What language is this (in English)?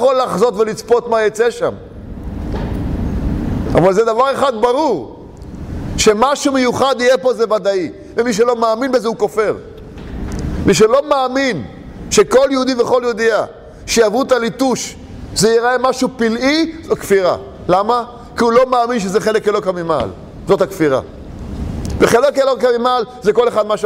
Hebrew